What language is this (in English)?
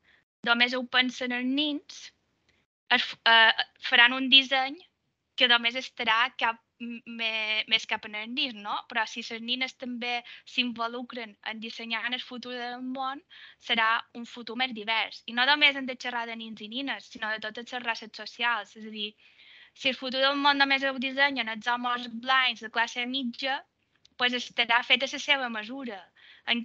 Catalan